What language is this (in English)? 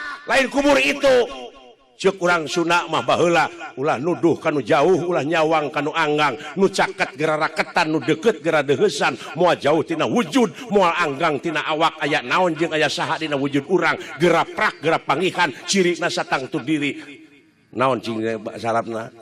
Sundanese